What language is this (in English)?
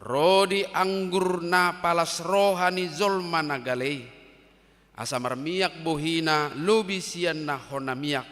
Batak Toba